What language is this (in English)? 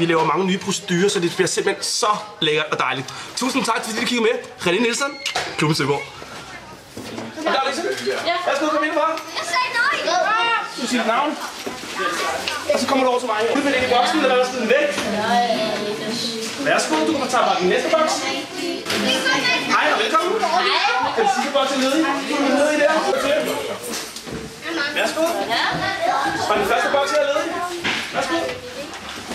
Danish